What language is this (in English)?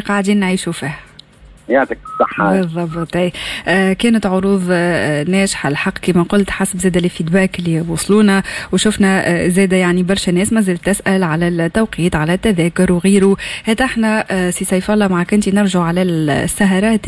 Tunisian Arabic